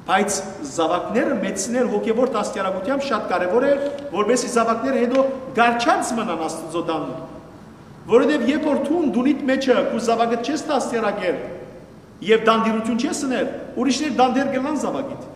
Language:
Western Armenian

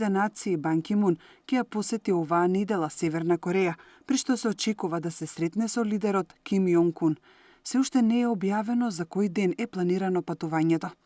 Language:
Macedonian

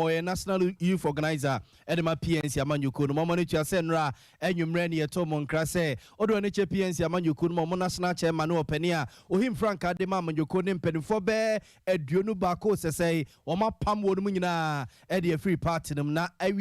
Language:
Akan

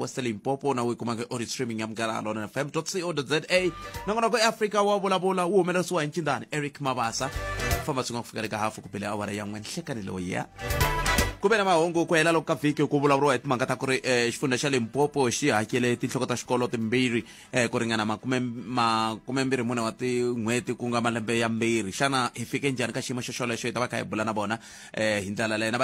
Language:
Tsonga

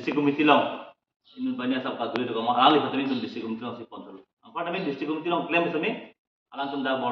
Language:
Karbi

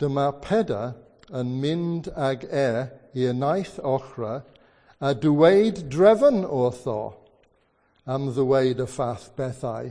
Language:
Welsh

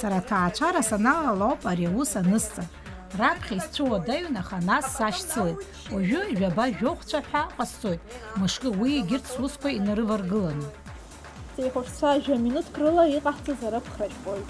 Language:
Abkhazian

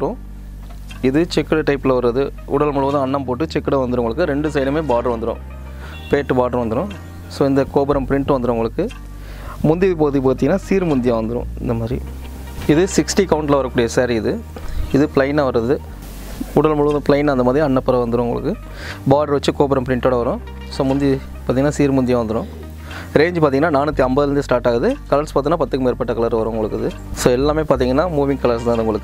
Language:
Tamil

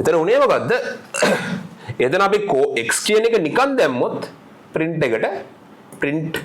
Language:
Sinhala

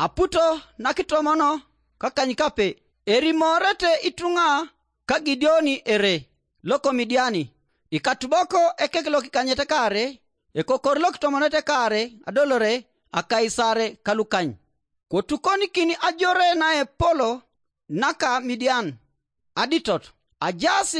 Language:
Teso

